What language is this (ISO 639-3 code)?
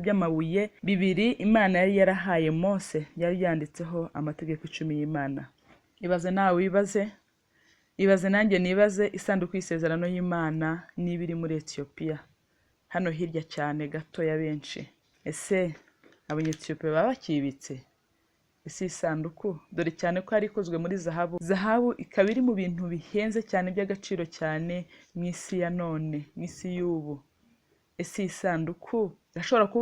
kin